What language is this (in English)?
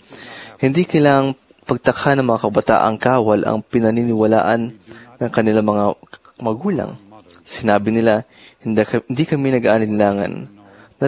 Filipino